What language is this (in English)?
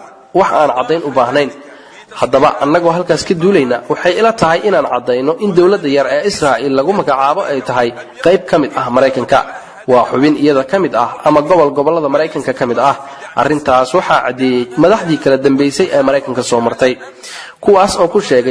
Somali